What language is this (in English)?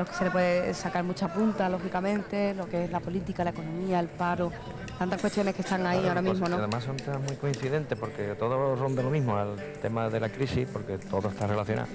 Spanish